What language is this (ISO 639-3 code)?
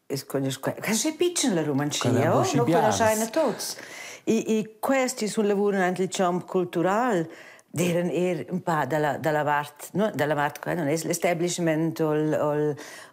roh